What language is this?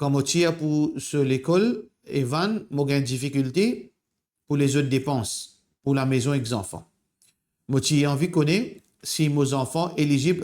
Morisyen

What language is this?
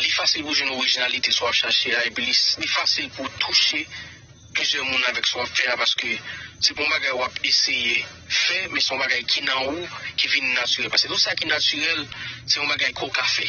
Haitian Creole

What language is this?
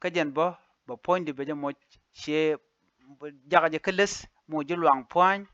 Nuer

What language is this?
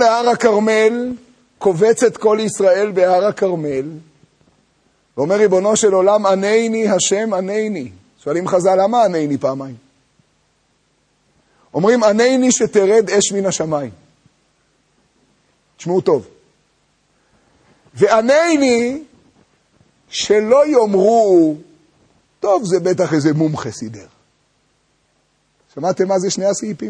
Hebrew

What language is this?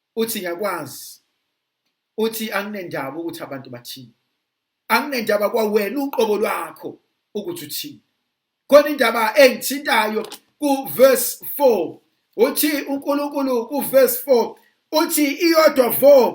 Zulu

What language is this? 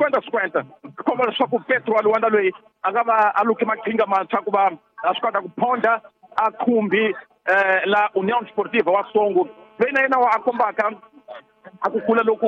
Tsonga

